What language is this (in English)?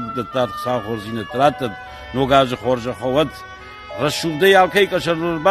Ossetic